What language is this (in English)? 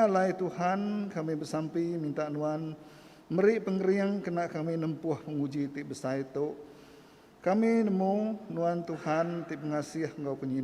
Iban